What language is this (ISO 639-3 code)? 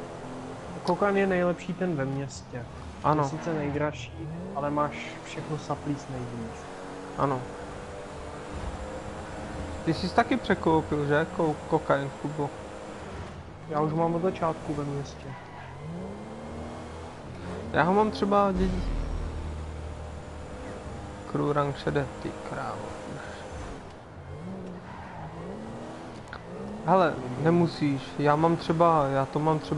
ces